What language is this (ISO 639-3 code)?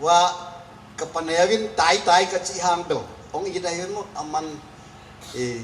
ctd